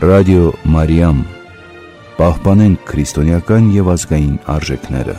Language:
Armenian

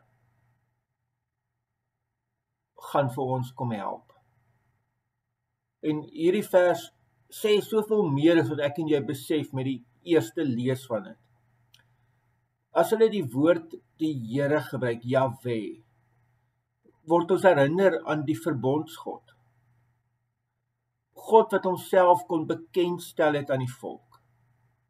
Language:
Afrikaans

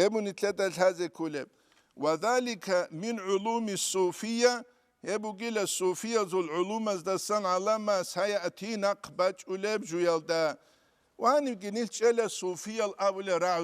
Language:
Avaric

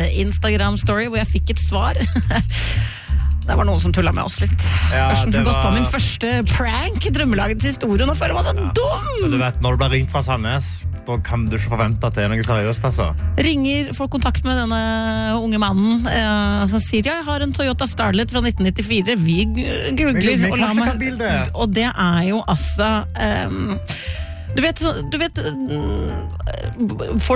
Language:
Norwegian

